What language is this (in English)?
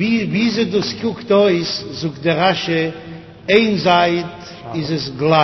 Yiddish